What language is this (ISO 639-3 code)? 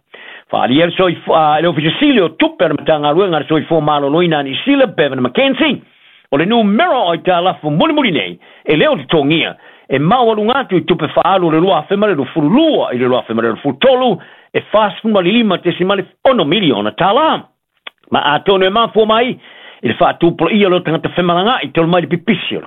smo